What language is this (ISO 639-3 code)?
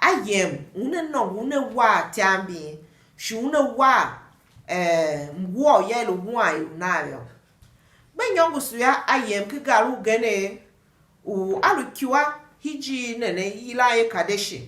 tiv